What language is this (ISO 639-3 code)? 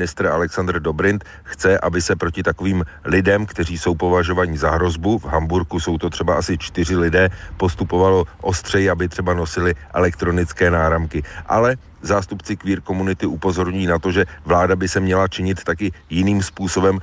ces